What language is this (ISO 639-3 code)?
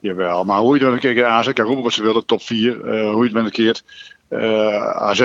fry